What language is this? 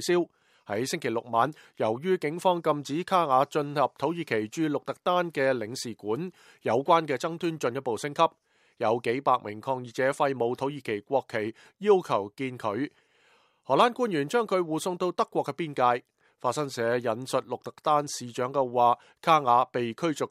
Cantonese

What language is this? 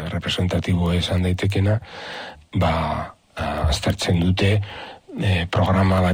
Basque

